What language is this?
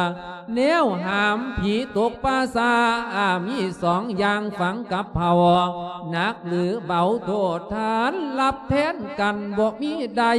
Lao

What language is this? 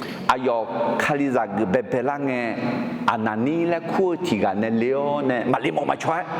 Akha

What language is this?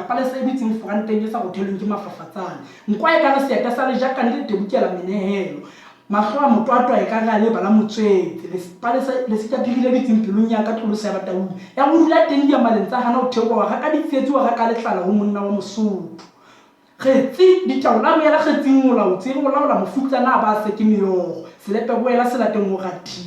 Southern Sotho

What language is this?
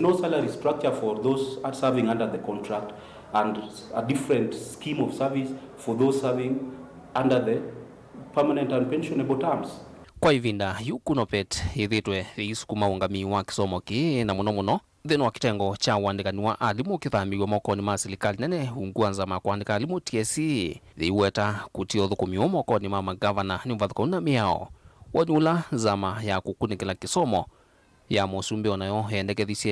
Kamba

